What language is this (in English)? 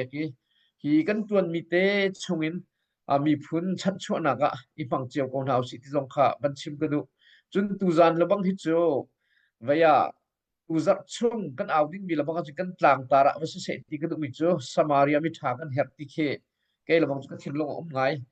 Hakha Chin